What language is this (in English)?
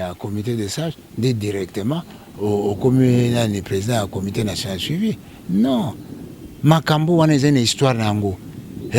Lingala